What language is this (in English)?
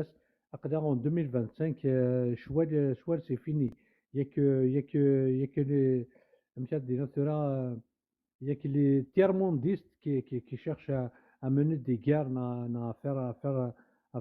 Kabyle